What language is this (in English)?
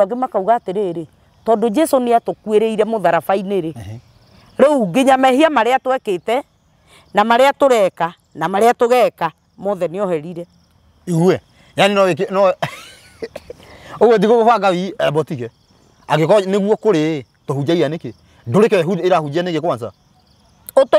Kikuyu